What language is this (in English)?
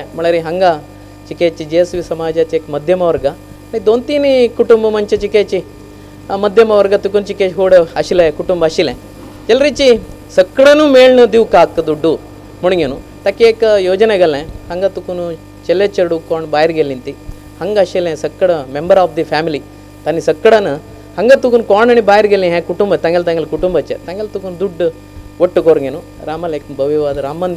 Konkani